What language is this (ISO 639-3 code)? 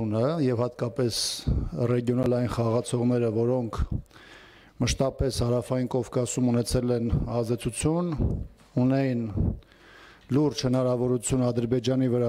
hye